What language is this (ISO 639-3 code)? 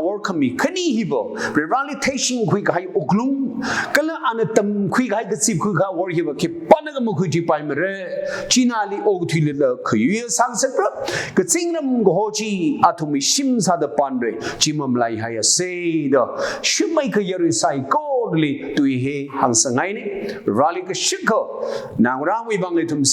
nmf